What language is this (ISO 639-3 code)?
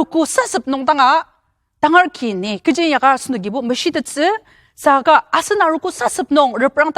njo